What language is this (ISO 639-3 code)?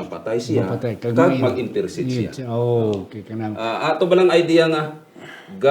hil